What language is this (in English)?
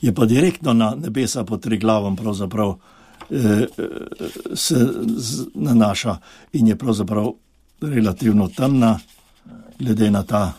Slovenian